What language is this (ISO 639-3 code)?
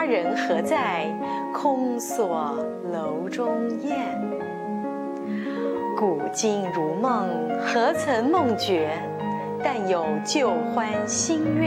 zho